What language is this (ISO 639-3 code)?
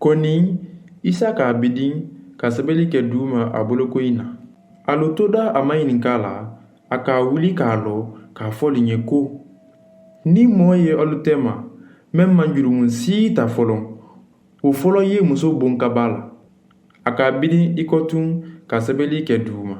man